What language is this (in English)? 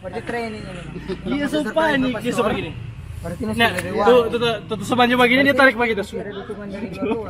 Manado Malay